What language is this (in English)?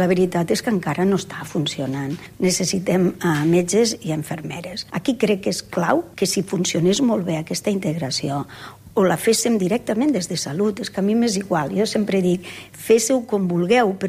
Catalan